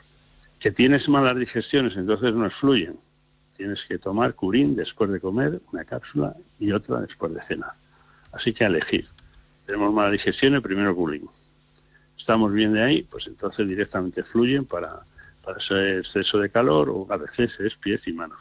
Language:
Spanish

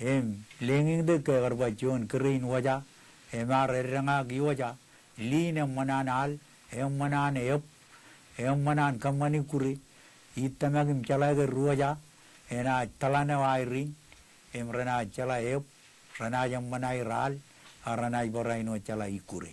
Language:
Marshallese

